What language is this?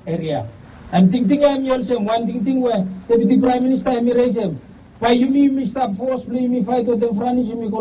Bislama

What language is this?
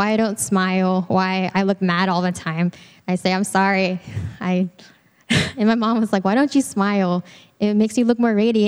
English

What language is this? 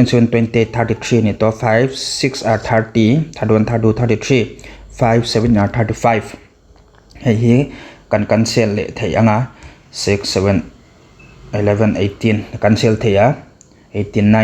Mizo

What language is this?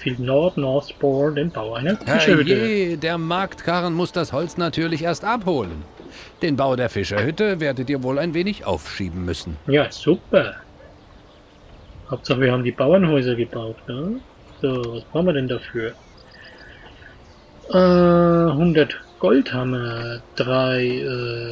German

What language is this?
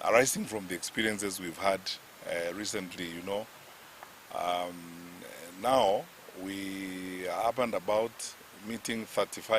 Gusii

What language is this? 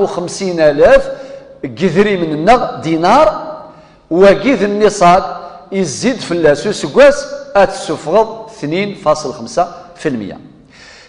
Kabyle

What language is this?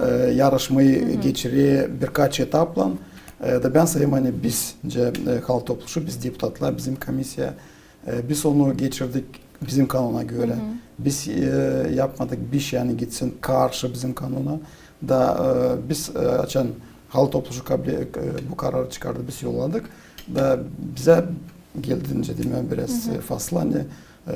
Gagauz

